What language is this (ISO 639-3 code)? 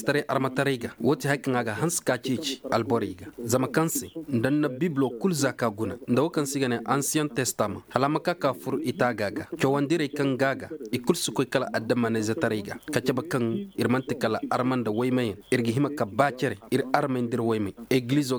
dje